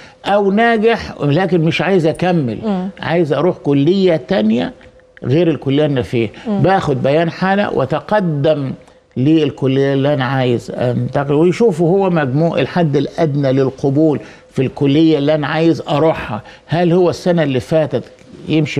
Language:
Egyptian Arabic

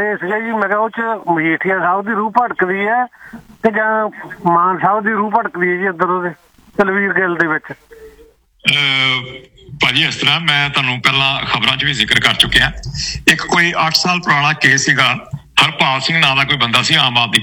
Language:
Punjabi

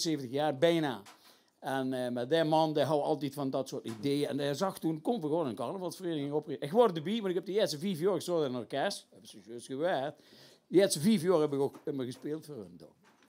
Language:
Limburgish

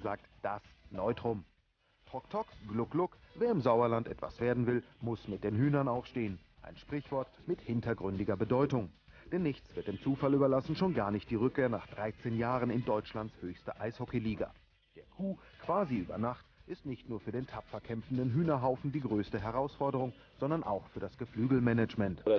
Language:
German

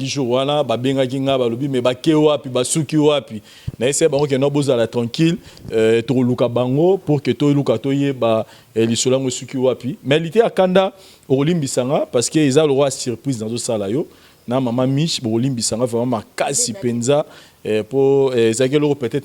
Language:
Lingala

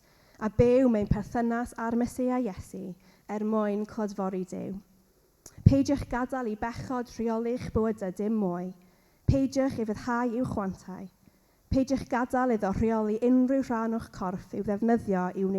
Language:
Welsh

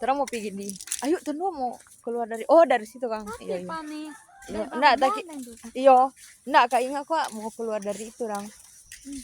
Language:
Manado Malay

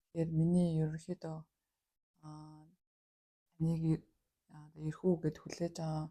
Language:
Mongolian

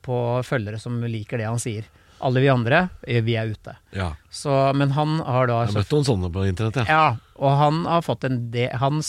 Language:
Norwegian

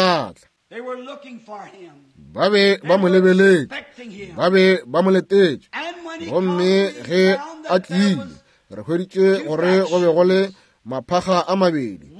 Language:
Northern Sotho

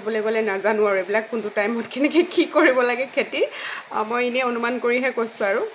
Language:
Assamese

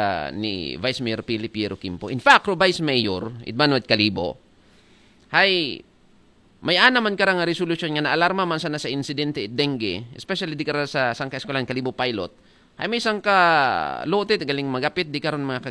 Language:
Aklanon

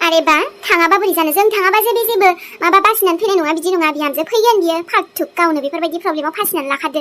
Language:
Bodo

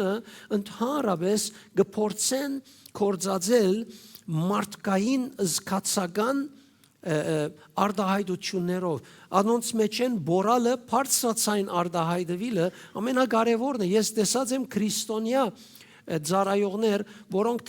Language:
Western Armenian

